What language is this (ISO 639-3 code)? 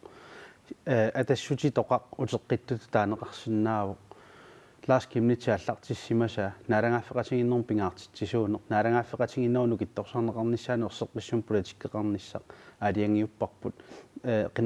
kal